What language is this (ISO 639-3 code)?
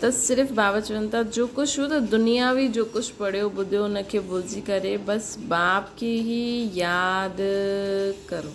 snd